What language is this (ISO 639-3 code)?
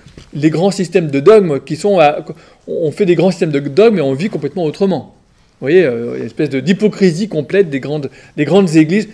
fra